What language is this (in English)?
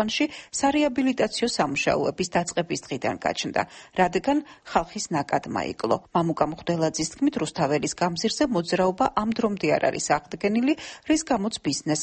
Georgian